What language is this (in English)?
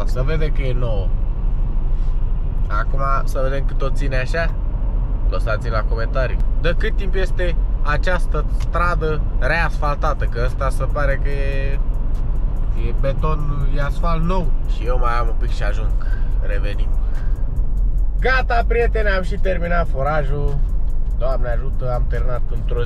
Romanian